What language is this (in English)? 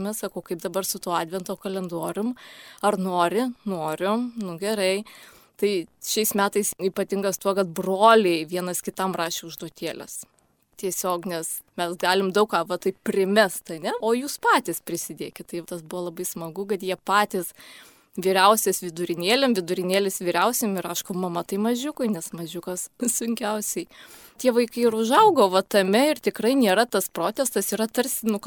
Lithuanian